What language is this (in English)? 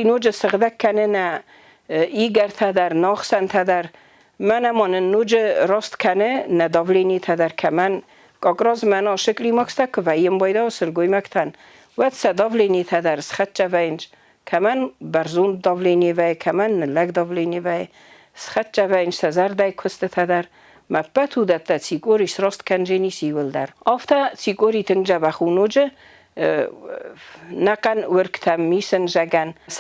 Ossetic